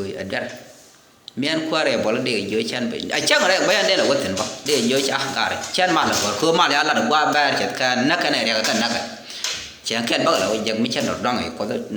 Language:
Nuer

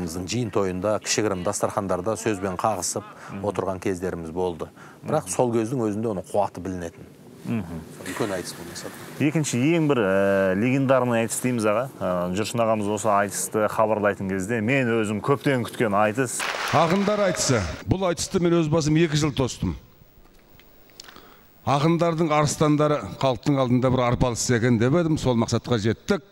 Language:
Kazakh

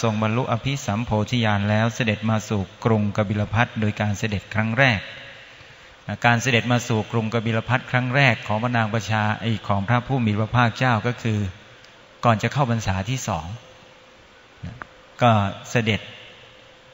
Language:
Thai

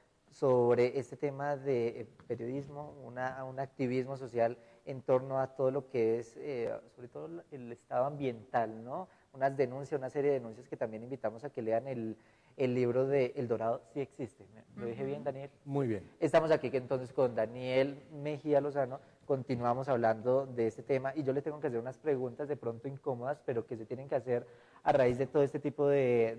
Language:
Spanish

